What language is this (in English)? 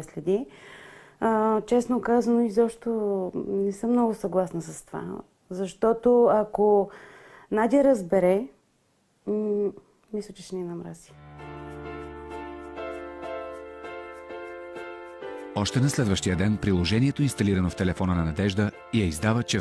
Bulgarian